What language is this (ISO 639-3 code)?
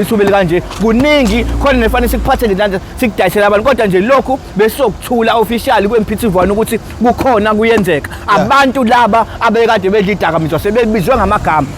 zul